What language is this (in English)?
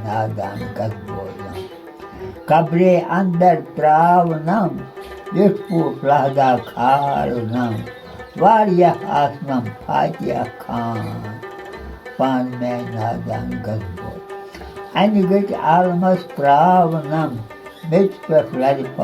Kashmiri